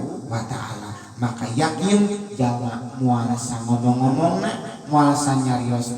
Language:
Sundanese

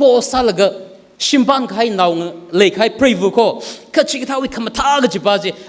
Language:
Tangkhul Naga (India)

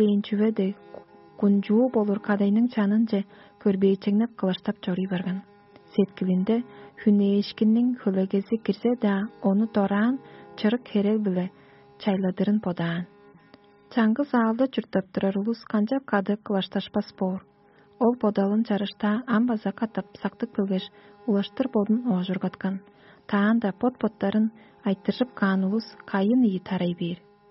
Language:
Tuvinian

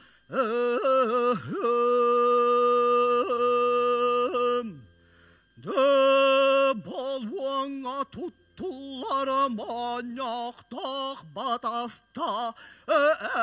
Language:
Yakut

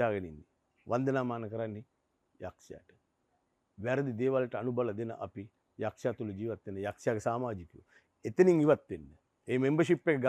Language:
Sinhala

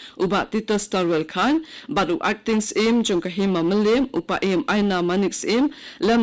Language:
Khasi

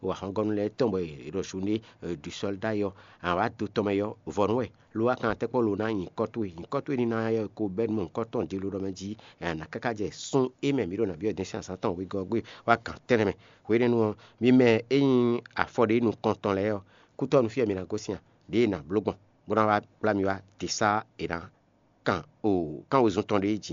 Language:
Fon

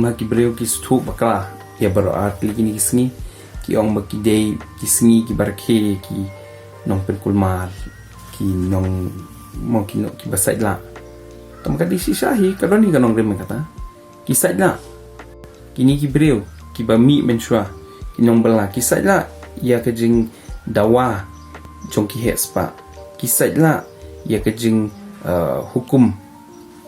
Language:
Khasi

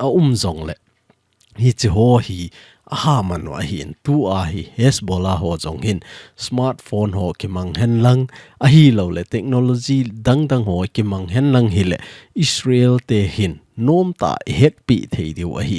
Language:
Thado Chin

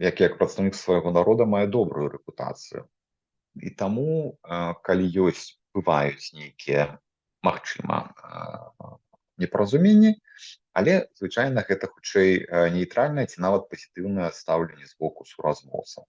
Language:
Belarusian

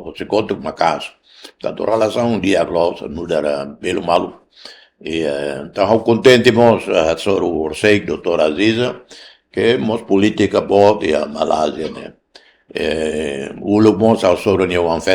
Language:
Tetum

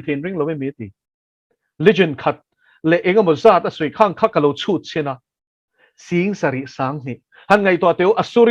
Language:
Mizo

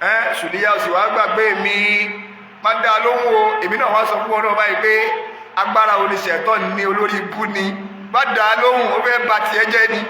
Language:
Yoruba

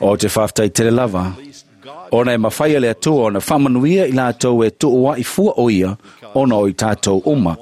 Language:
Samoan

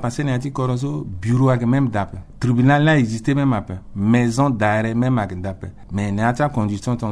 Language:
Sango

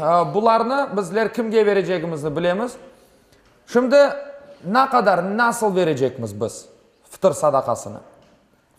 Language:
Crimean Tatar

